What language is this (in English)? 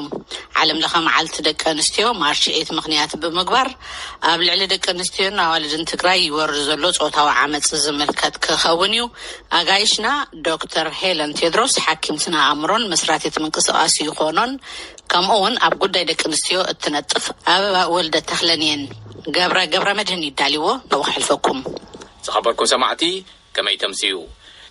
Tigrinya